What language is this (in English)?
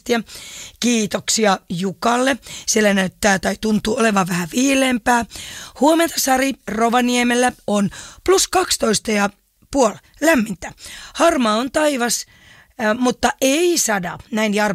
Finnish